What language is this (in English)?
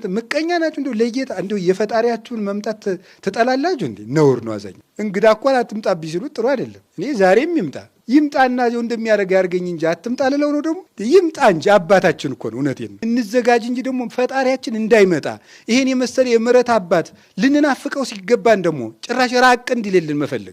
Amharic